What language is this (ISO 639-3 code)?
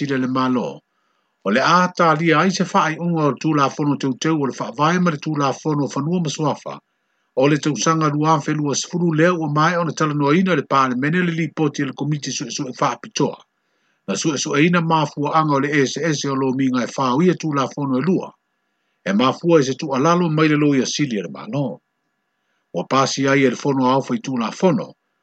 smo